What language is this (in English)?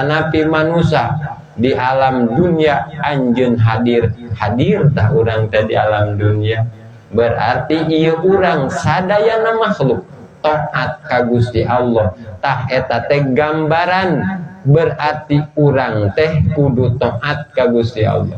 Sundanese